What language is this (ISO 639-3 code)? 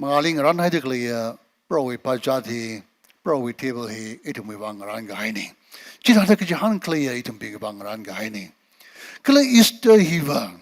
nmf